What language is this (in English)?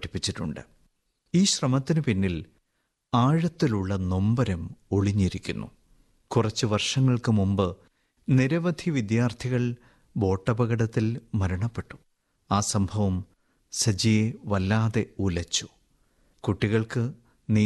Malayalam